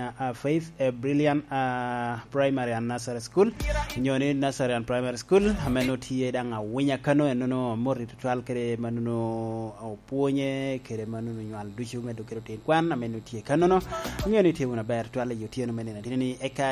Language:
Lango (Uganda)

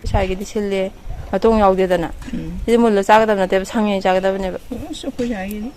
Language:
Manipuri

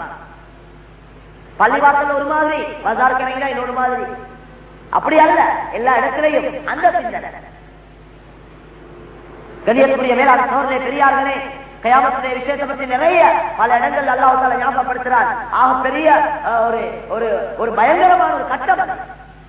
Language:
Tamil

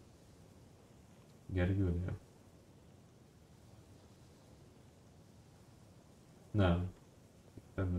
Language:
Hungarian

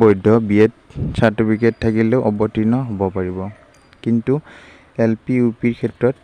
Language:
Assamese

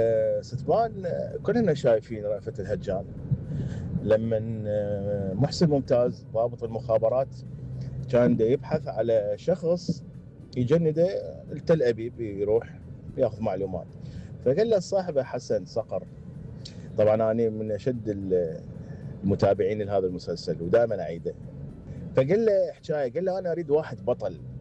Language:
Mesopotamian Arabic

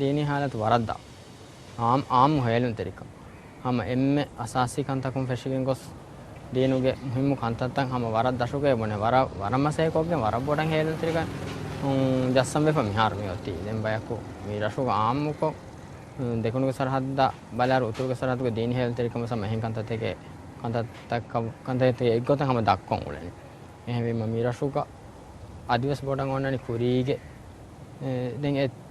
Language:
Divehi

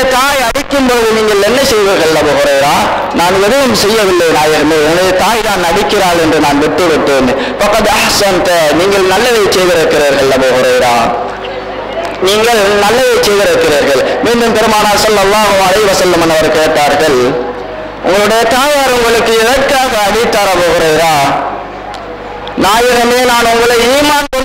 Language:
Tamil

